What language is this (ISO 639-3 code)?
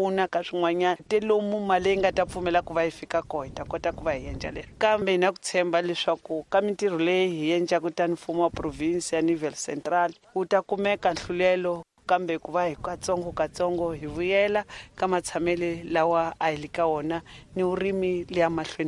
tso